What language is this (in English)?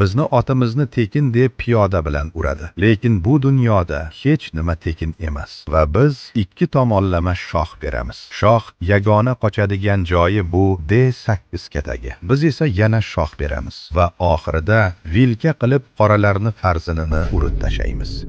Uzbek